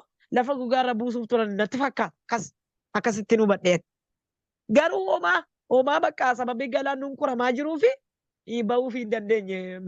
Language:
Oromo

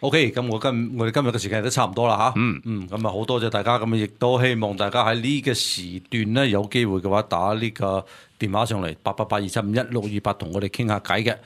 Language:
Cantonese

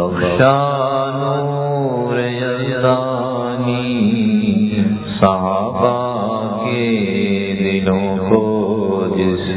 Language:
Urdu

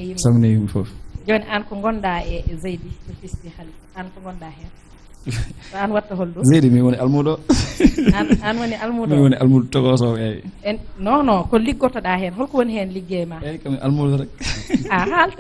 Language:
Fula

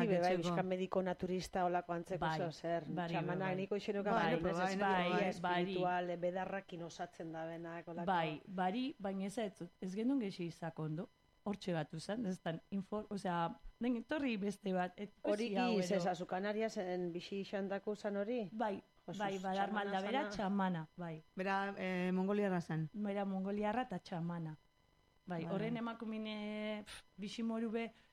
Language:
Basque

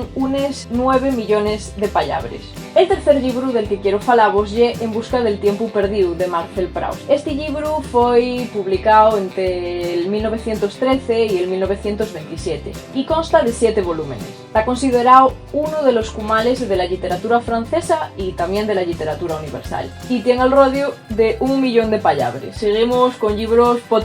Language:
Asturian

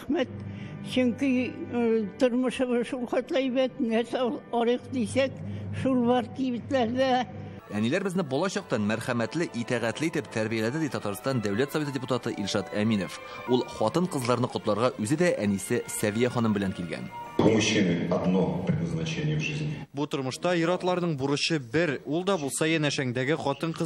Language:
Tatar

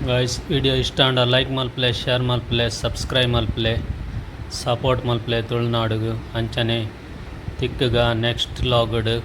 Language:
Tulu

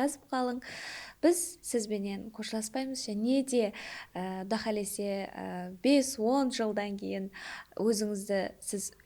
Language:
Kara-Kalpak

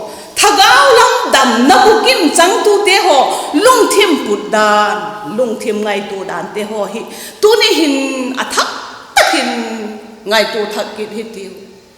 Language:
Vaiphei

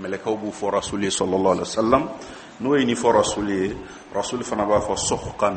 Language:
Bambara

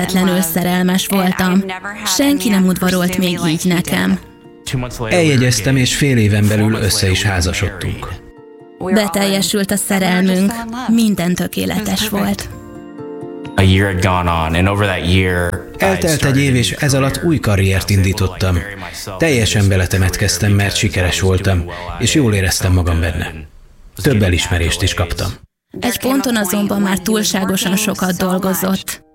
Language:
Hungarian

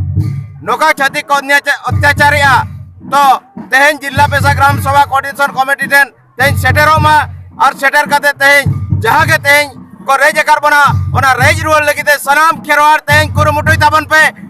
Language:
Santali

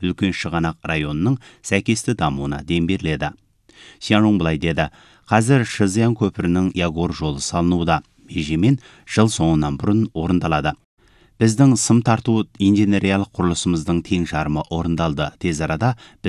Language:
Kazakh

